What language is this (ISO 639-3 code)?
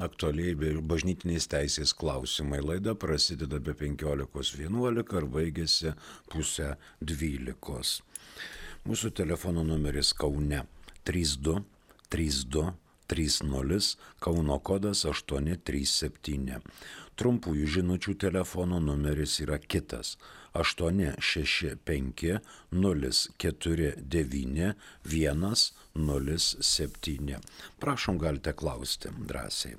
lit